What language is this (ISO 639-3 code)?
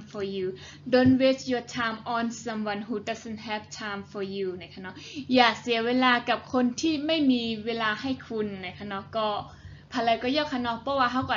shn